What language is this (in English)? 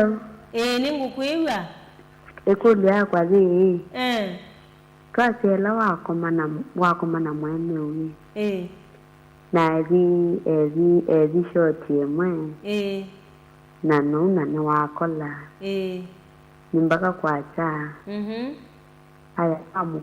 Kamba